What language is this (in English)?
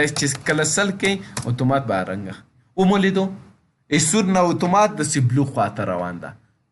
Pashto